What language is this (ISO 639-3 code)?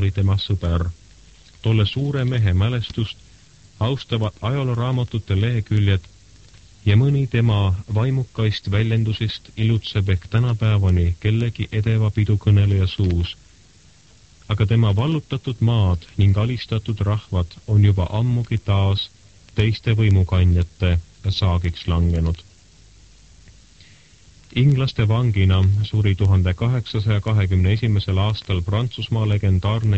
est